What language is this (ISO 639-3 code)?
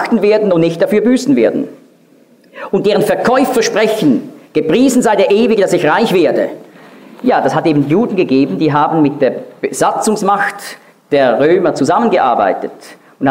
deu